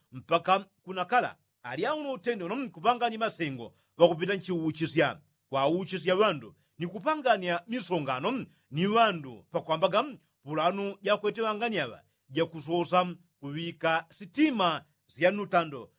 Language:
Yao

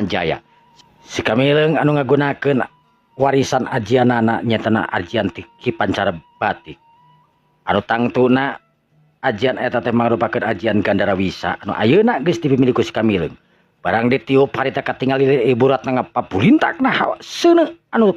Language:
Sundanese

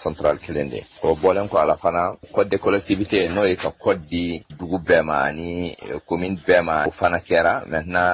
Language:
Bambara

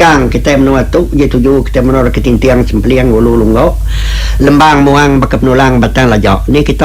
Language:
Iban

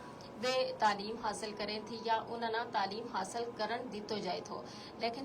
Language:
Gujari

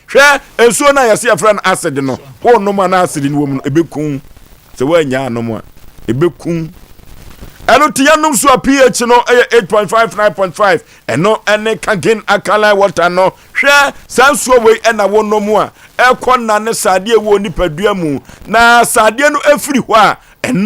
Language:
Akan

